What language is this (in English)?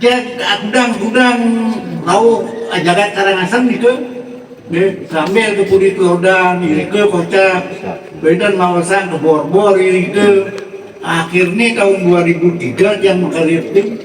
Balinese